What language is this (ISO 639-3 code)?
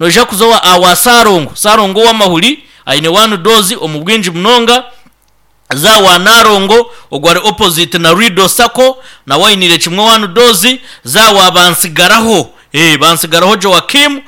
nyn